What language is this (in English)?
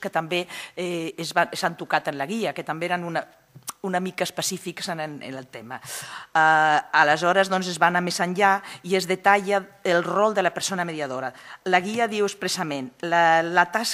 Catalan